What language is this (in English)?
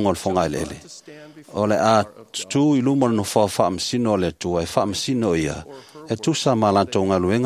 Samoan